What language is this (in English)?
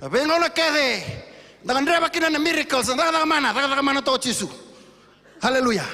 Fijian